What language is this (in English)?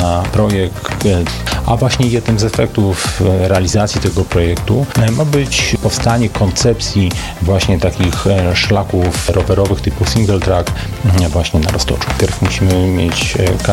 Polish